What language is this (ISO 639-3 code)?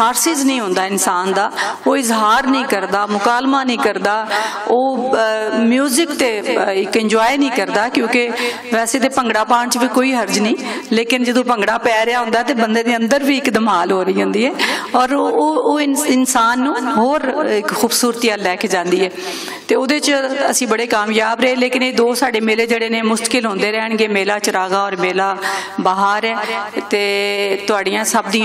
lah